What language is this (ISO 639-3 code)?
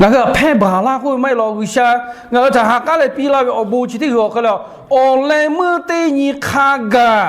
lhu